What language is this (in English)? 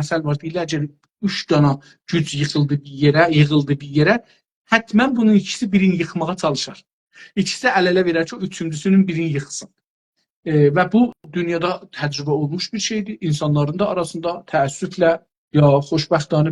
South Azerbaijani